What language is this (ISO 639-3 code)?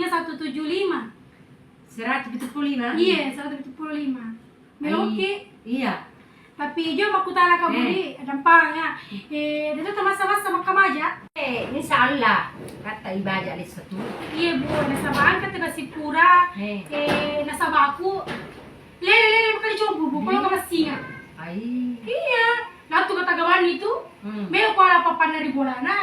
bug